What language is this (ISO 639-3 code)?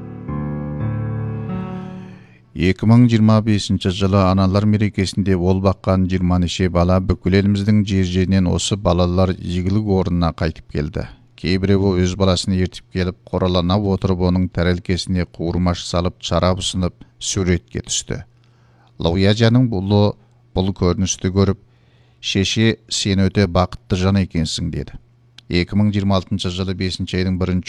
kaz